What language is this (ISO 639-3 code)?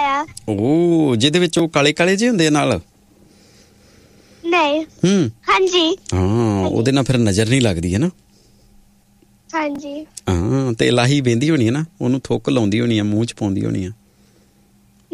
pan